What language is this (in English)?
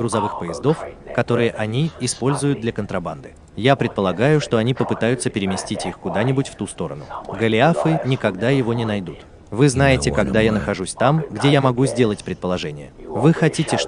Russian